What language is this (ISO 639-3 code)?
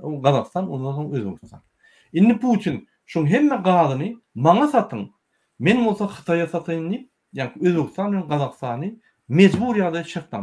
tuk